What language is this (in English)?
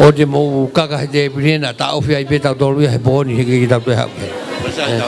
Tongan